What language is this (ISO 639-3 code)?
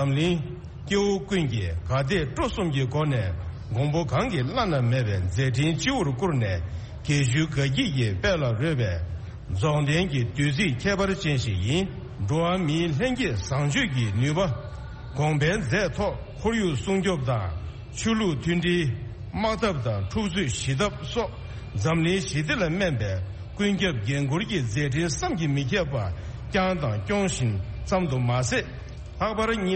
bod